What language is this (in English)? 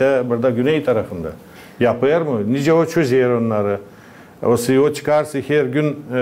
Gagauz